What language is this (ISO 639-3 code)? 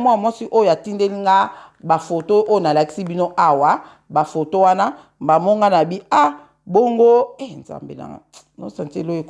lin